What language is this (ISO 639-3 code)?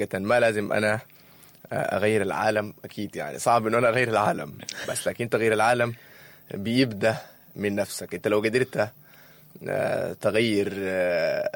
apd